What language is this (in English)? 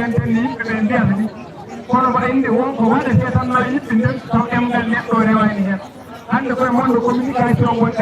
Fula